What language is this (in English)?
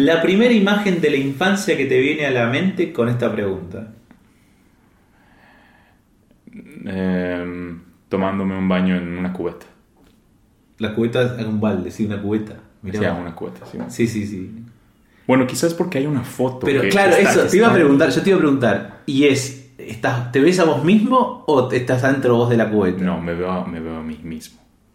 Spanish